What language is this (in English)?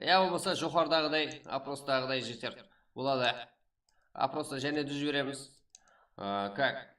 Kara-Kalpak